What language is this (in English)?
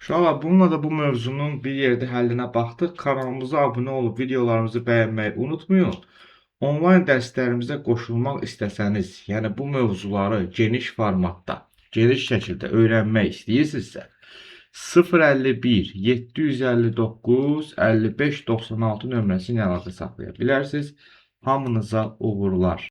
Azerbaijani